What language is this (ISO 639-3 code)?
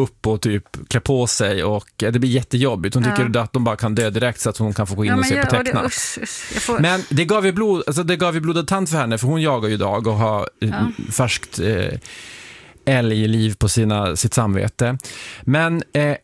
swe